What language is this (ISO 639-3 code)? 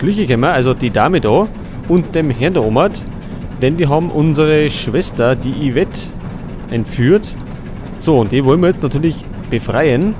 bar